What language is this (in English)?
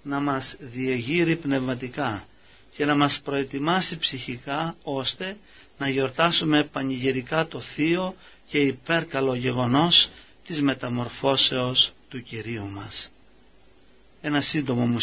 Greek